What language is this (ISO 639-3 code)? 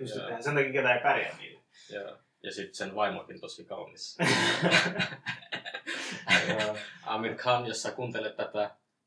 fin